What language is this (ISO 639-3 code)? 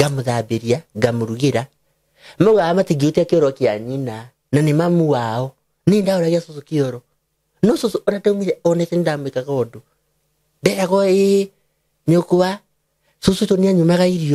kik